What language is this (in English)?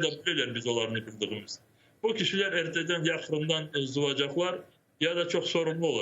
Crimean Tatar